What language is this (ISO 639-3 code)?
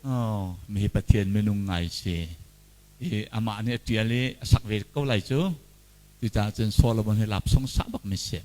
cnh